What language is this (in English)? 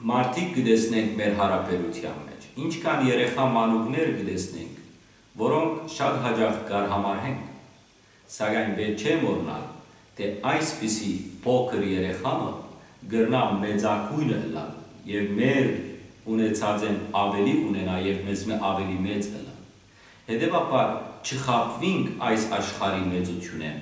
Western Armenian